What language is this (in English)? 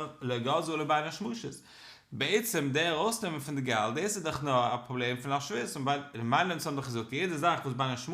Yiddish